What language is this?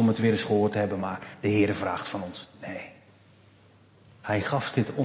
Dutch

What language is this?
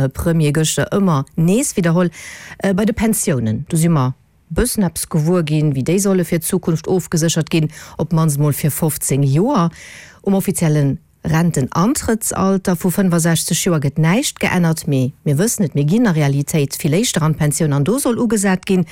Luxembourgish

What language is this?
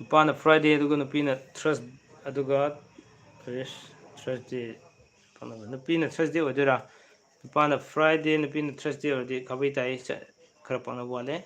Manipuri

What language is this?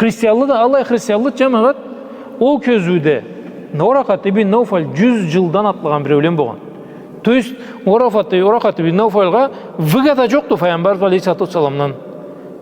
Karachay-Balkar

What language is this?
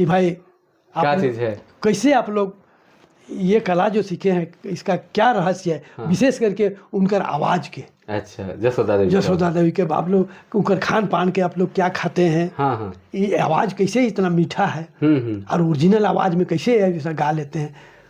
Sadri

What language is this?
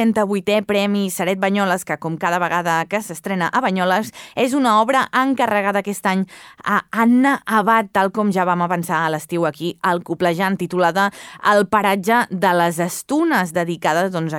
Catalan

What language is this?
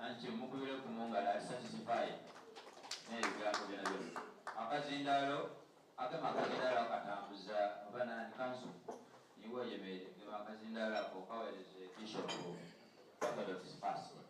Soga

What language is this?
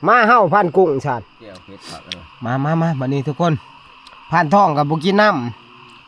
Northeastern Thai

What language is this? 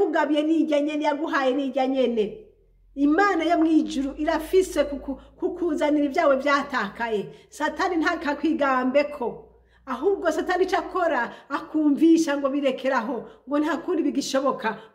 Rundi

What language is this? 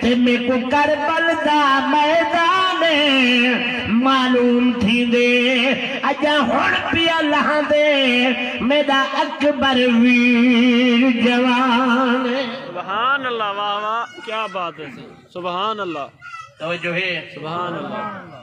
Saraiki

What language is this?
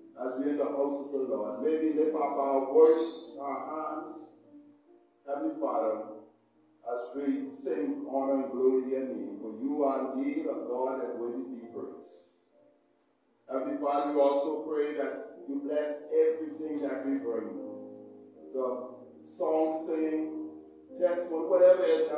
English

